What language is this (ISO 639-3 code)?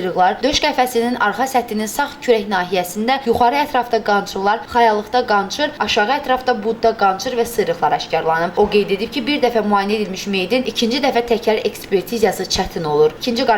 aze